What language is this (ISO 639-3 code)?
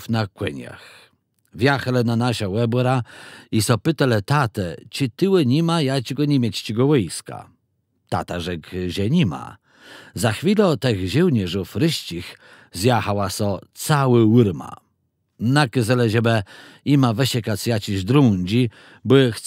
csb